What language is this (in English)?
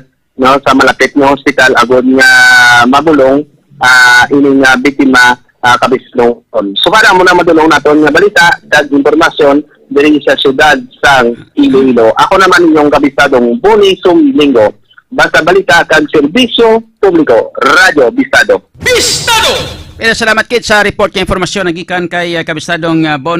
Hiligaynon